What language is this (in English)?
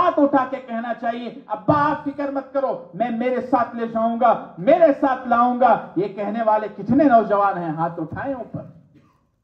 Urdu